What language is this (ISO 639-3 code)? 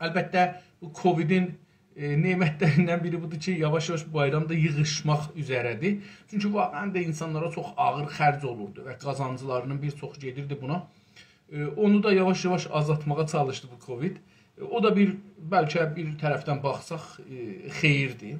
azb